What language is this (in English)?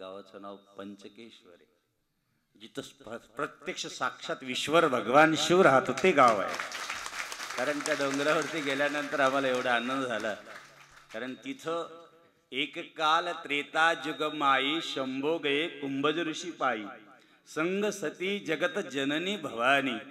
Marathi